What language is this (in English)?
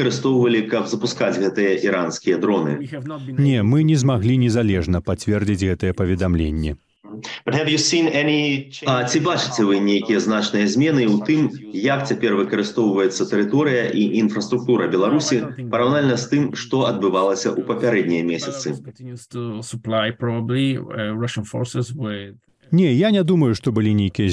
Belarusian